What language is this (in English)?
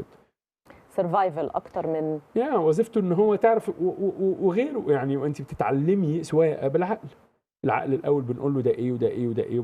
Egyptian Arabic